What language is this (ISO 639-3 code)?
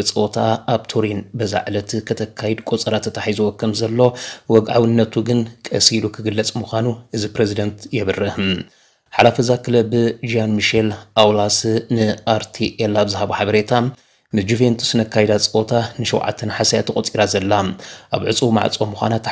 tir